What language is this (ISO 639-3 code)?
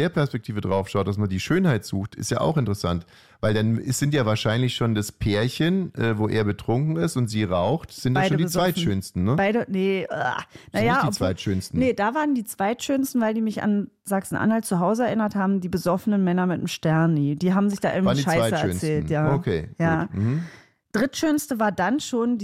deu